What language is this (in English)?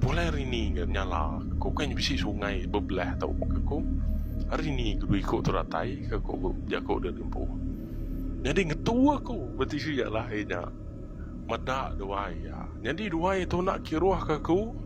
Iban